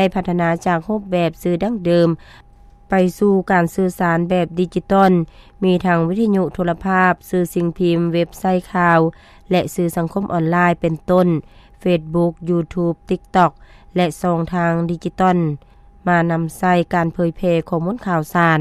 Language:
Lao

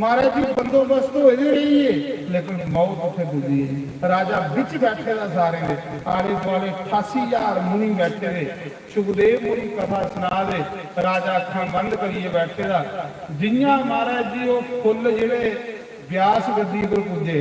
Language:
Dogri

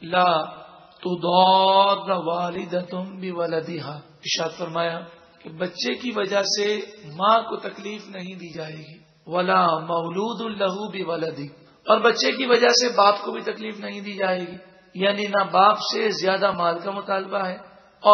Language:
Urdu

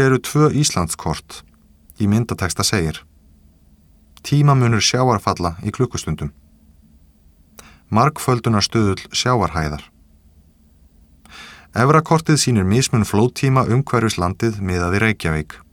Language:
Icelandic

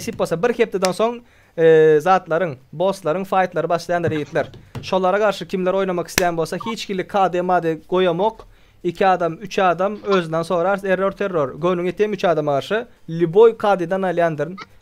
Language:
Turkmen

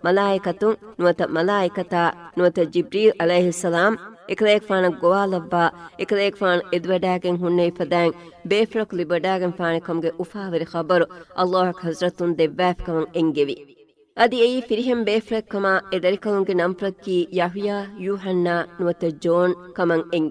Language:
Divehi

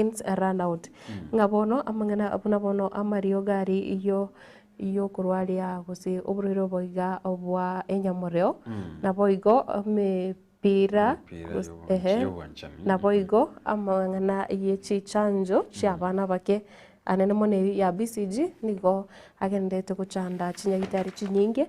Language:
Gusii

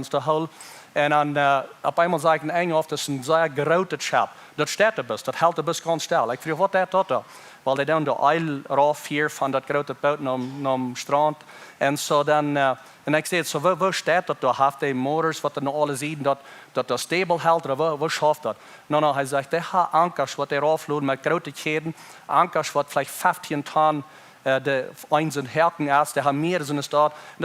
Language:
Plautdietsch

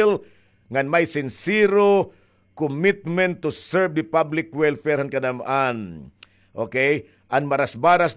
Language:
Waray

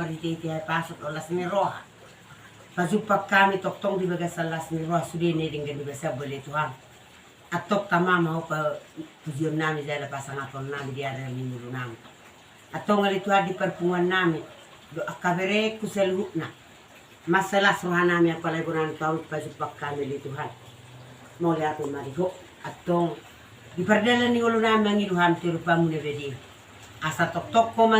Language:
Batak Toba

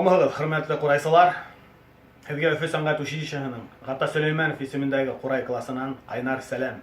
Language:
Bashkir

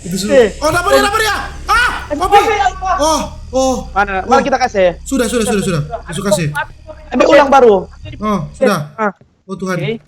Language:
Manado Malay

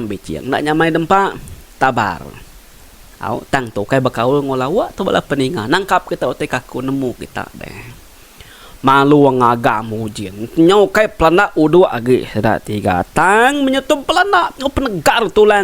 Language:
Iban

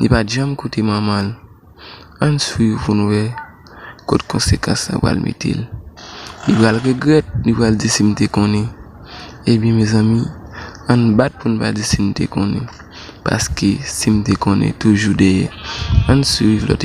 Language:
Haitian Creole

